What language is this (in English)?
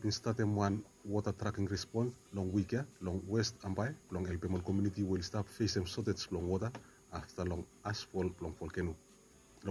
Bislama